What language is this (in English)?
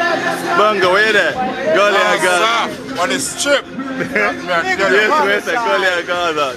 Jamaican Creole English